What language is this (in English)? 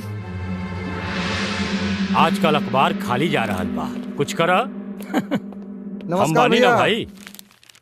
Bhojpuri